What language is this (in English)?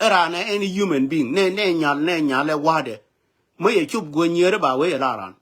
Nuer